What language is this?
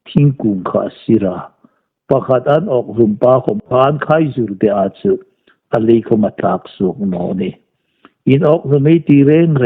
Hmar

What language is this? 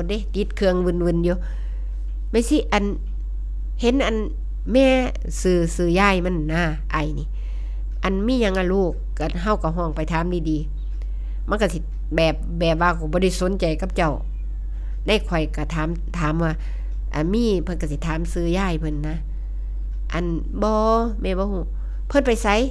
Northeastern Thai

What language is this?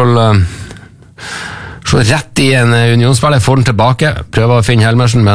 Norwegian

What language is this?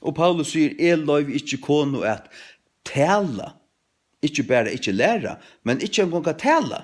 Faroese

